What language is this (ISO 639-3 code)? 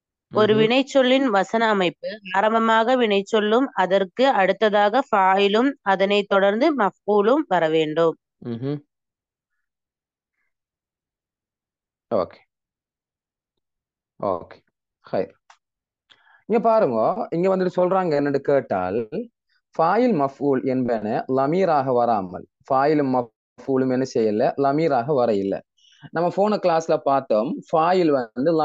tam